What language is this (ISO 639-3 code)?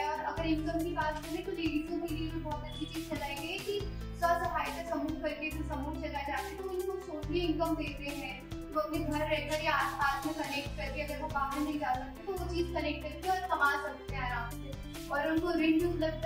hin